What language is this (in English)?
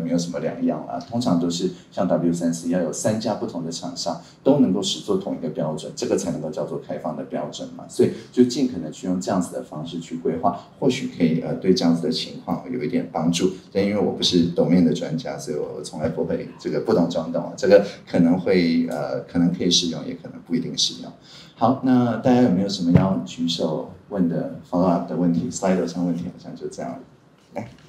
Chinese